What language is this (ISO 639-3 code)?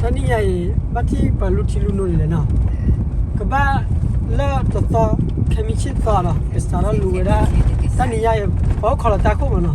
ksw